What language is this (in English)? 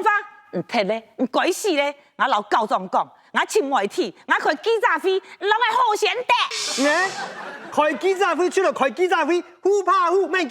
Hakka Chinese